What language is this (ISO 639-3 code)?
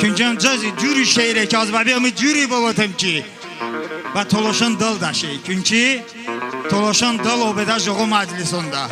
tly